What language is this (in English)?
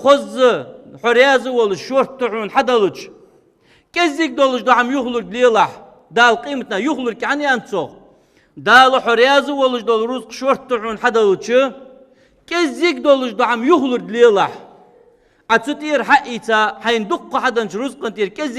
Ingush